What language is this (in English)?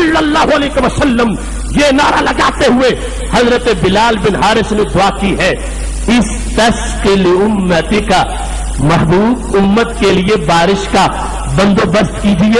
Urdu